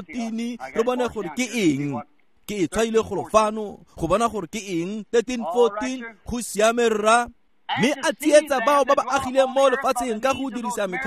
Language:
Tswana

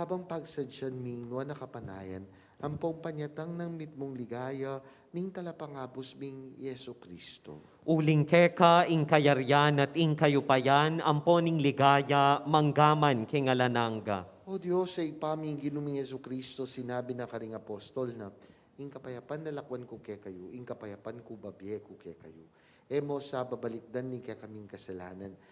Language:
Pampanga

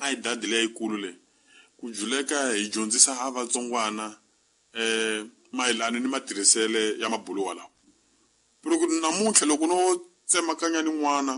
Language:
Tsonga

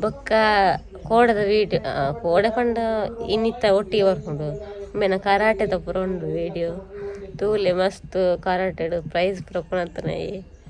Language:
Tulu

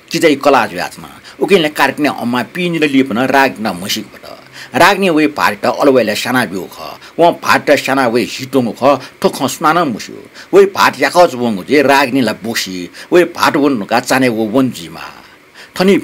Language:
Newari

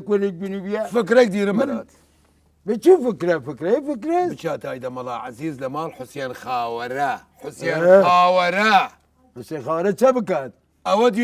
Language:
Southern Kurdish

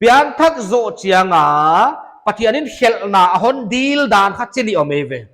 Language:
Paite Chin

